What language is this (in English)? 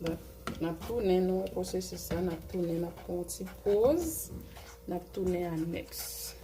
Haitian Creole